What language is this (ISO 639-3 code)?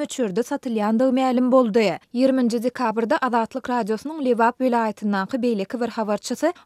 tuk